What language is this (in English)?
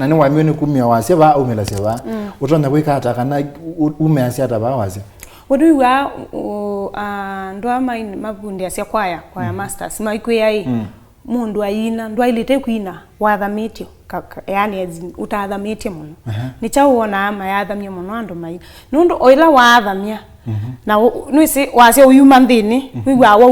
Kamba